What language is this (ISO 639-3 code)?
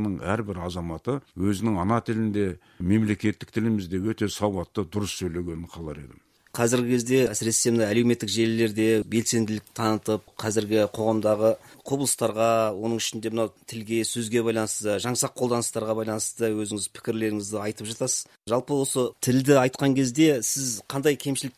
kaz